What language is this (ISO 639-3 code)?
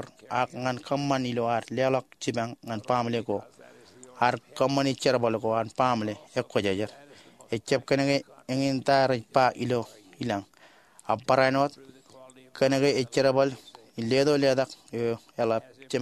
mah